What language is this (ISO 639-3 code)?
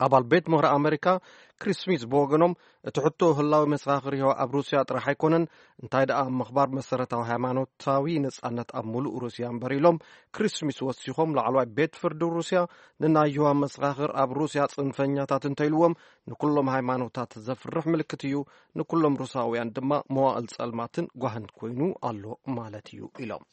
tir